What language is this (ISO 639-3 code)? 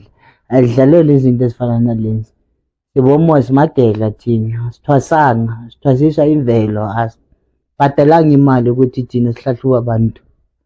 zul